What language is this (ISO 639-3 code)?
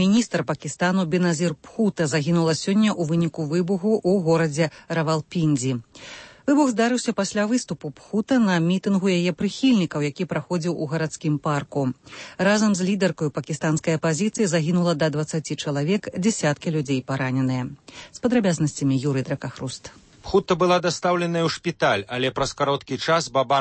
bel